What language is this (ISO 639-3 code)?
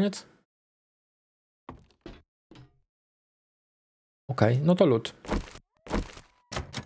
pol